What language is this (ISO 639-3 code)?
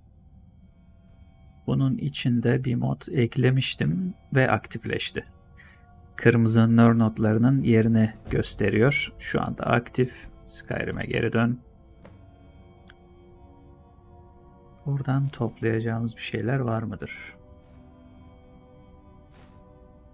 tur